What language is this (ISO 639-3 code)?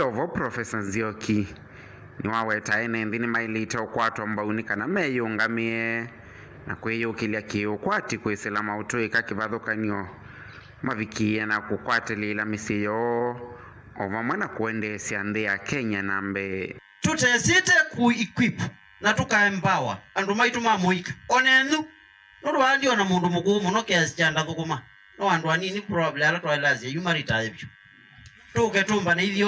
kam